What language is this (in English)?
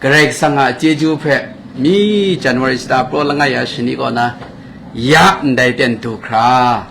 Kachin